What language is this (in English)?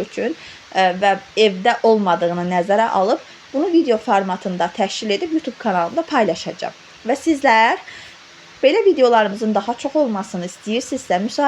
Azerbaijani